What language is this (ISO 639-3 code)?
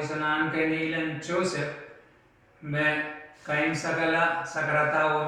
pon